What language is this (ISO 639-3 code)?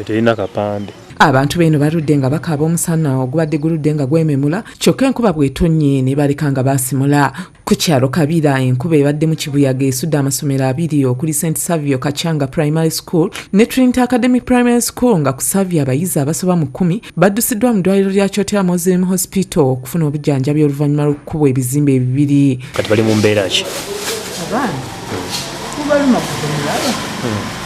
lug